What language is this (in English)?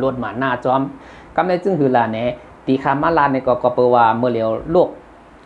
Shan